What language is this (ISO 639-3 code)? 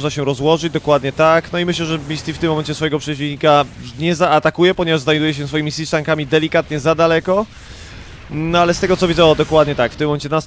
pol